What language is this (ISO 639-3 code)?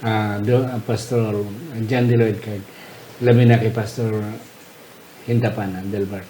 hil